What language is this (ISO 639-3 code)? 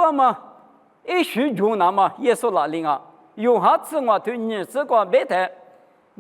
lis